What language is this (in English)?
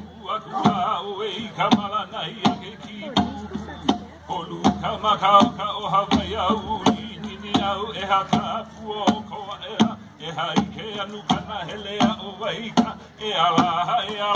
Hawaiian